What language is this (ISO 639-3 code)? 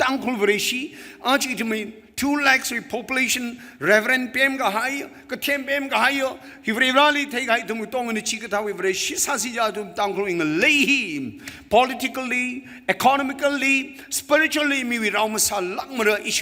nmf